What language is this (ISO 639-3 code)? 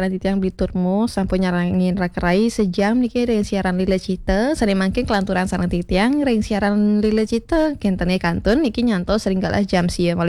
ban